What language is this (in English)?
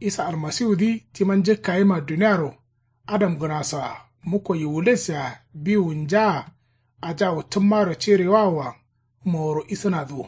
Kanuri